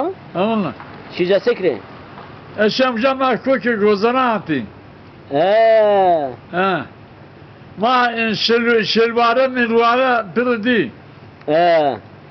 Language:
Zaza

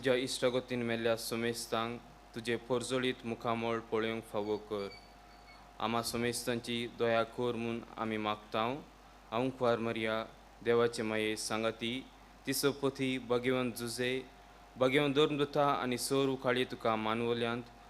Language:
Konkani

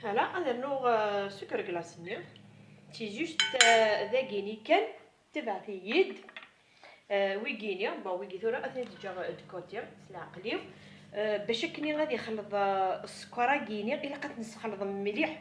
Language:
Kabyle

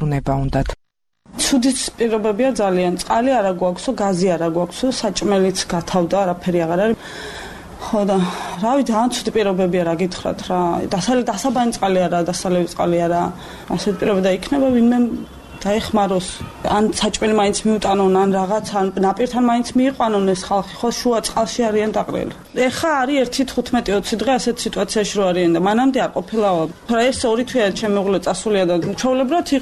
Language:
Georgian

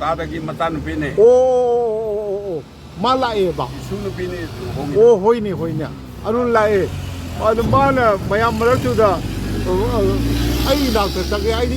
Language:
Manipuri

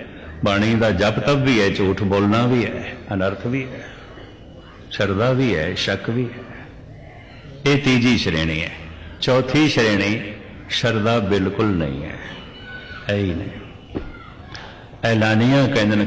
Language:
Punjabi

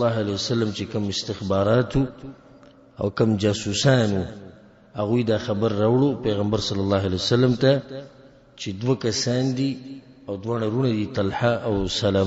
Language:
Pashto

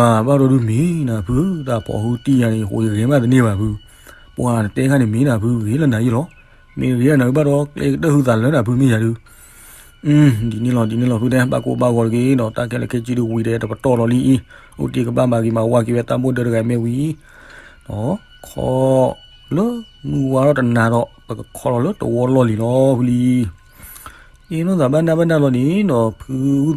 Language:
S'gaw Karen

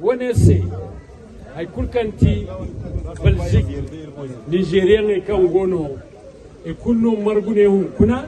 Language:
Zarma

